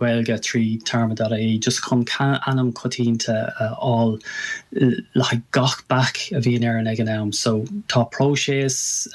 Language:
Irish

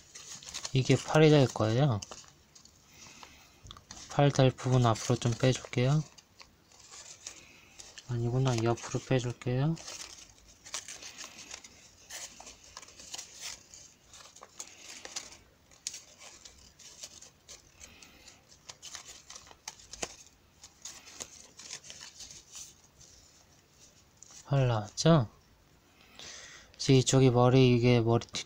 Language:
Korean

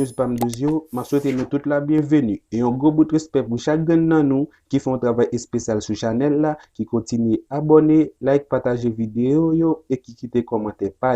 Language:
Haitian Creole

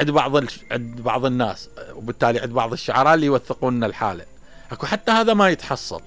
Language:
Mesopotamian Arabic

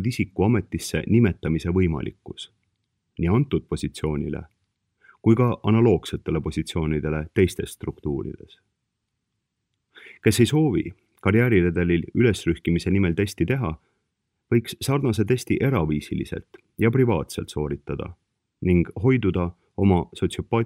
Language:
Estonian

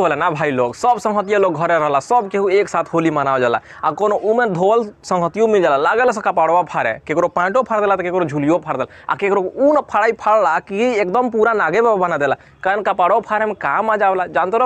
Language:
Bhojpuri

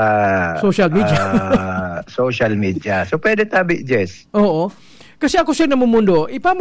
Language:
Bikol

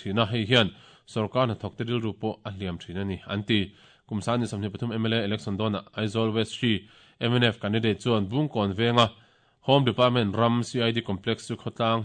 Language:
Mizo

